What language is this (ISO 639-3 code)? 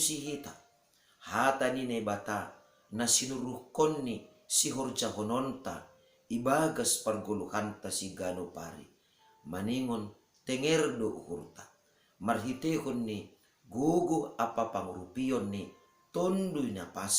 bts